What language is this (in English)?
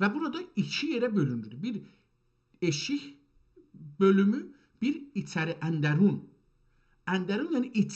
South Azerbaijani